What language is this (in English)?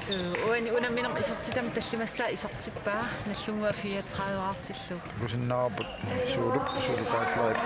Kalaallisut